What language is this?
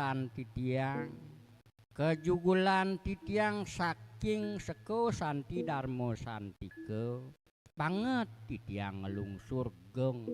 Balinese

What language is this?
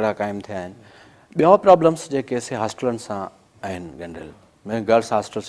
Sindhi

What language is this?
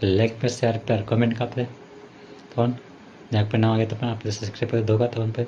Santali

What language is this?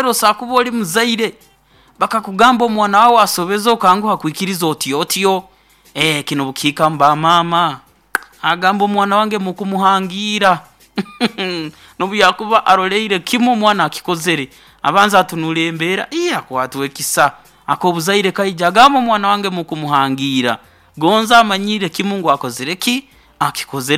Nyoro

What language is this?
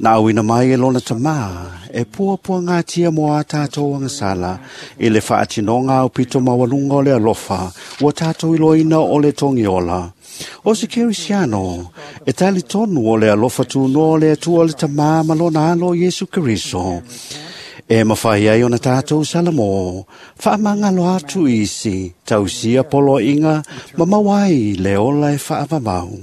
Samoan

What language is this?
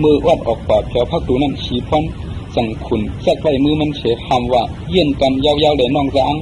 Shan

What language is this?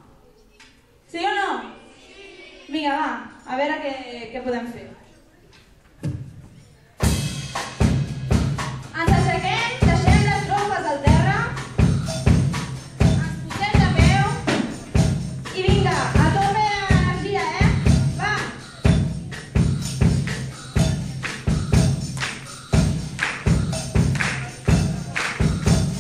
Catalan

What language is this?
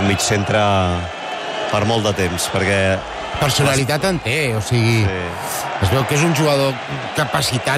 Catalan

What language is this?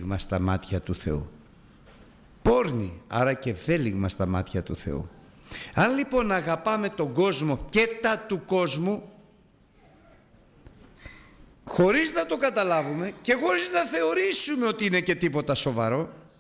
Greek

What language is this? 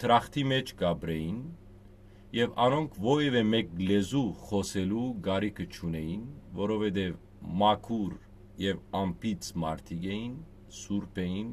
Western Armenian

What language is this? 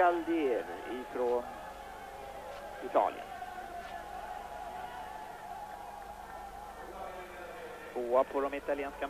Swedish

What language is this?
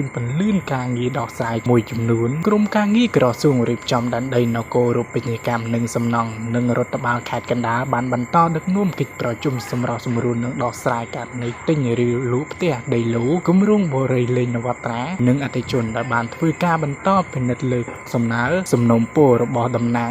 Khmer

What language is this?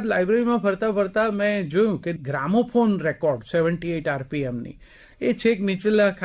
Gujarati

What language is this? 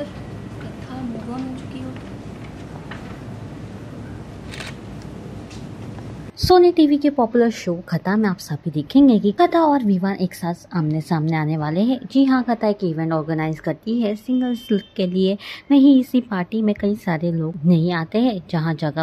Hindi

